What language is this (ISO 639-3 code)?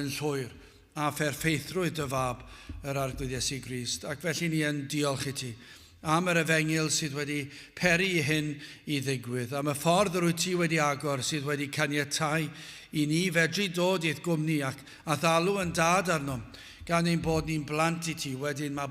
cym